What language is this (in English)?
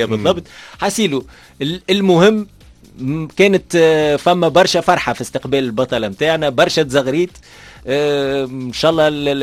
Tunisian Arabic